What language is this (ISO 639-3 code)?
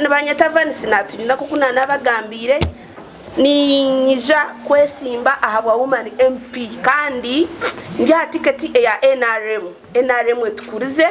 nyn